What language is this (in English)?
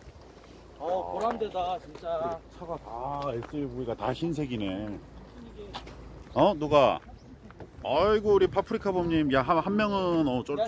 Korean